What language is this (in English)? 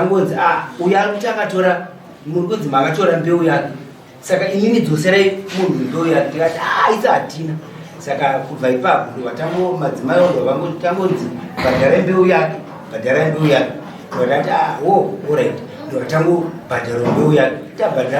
Shona